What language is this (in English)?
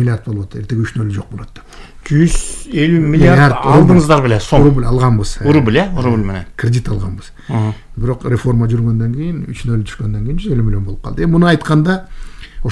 Kyrgyz